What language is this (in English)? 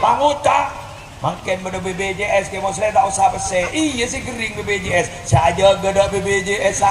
Madurese